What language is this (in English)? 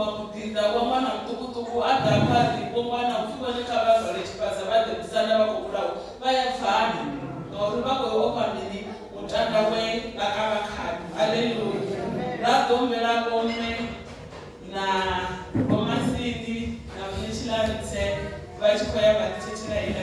Venda